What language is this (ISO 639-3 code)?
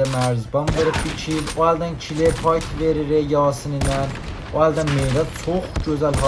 azb